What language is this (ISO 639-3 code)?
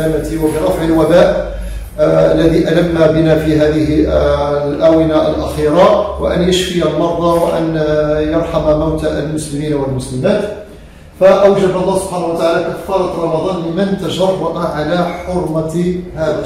ara